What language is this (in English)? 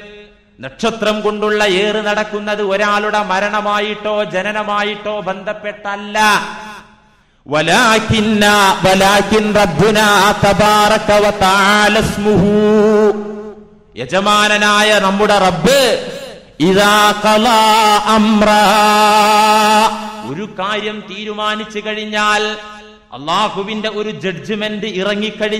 Malayalam